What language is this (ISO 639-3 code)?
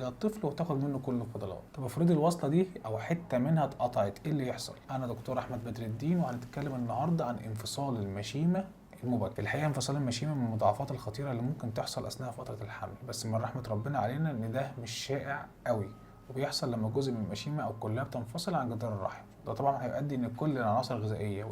arz